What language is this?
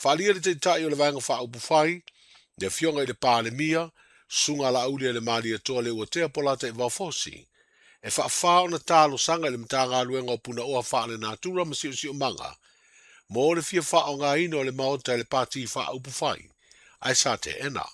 Samoan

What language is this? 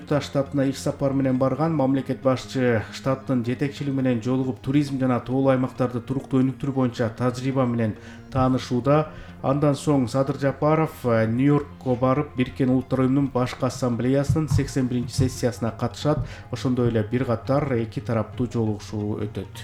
Kyrgyz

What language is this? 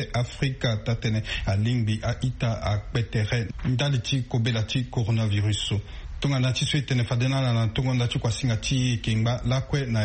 Sango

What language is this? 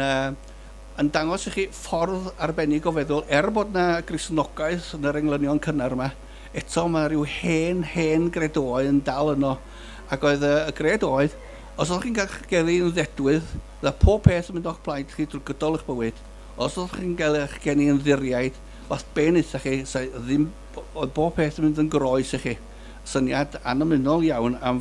Welsh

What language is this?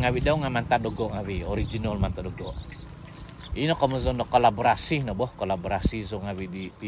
Central Dusun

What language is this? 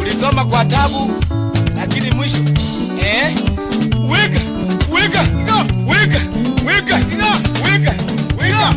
Gusii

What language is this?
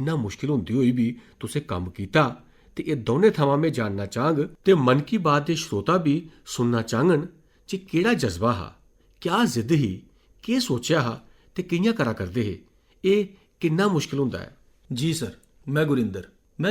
Dogri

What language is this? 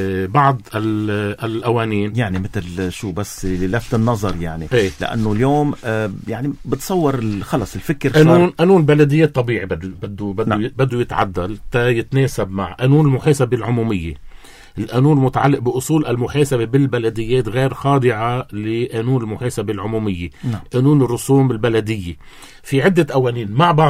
North Levantine Arabic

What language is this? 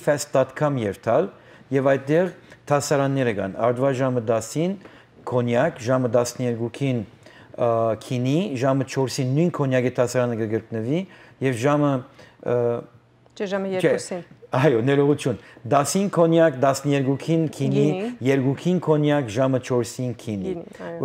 Western Armenian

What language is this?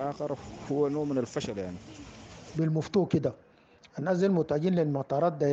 Sudanese Arabic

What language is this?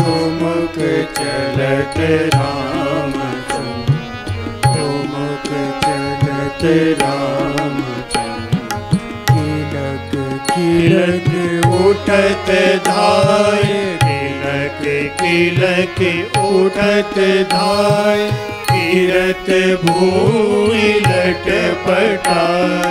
Hindi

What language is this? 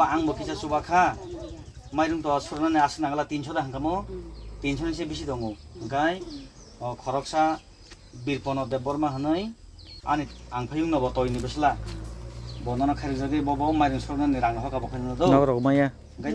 Kok Borok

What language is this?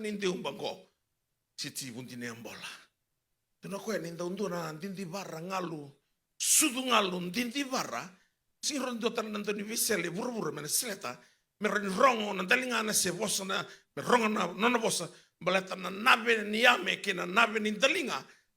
Fijian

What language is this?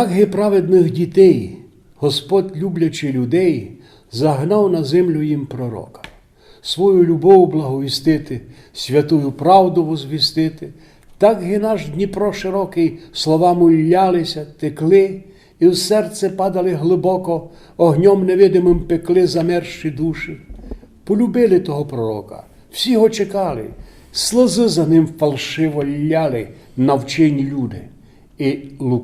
Rusyn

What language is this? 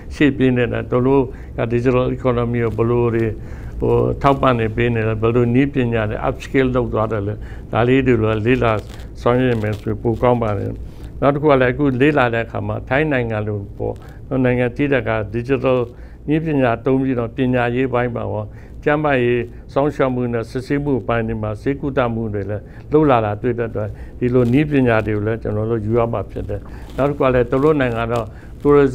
Burmese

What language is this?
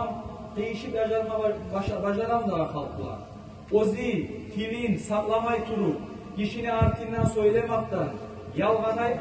Kumyk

